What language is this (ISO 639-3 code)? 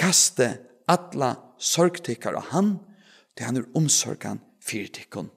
fao